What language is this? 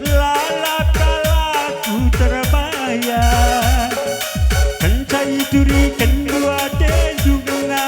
Batak Karo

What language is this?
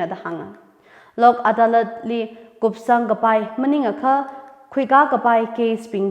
Tangkhul Naga (India)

